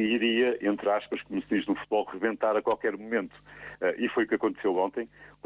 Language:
Portuguese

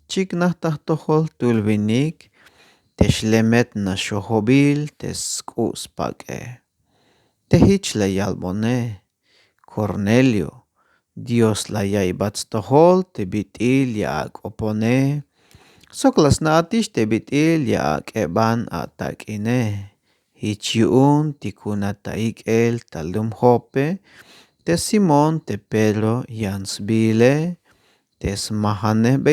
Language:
Tzeltal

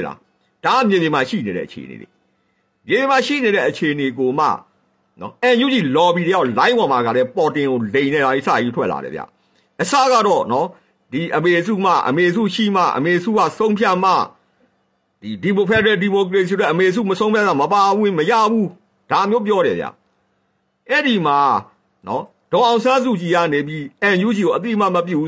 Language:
Burmese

